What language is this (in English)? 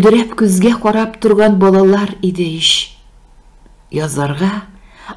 Tatar